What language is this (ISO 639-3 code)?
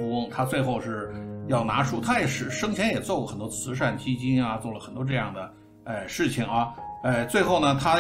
zho